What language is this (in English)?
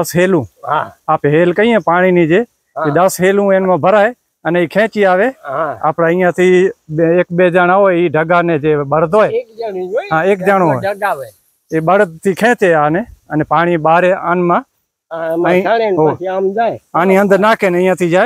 Gujarati